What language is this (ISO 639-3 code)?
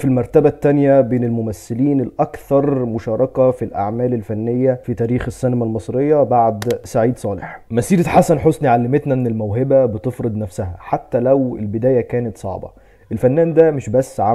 arz